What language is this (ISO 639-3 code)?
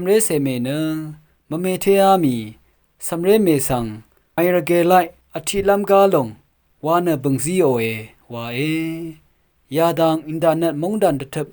raw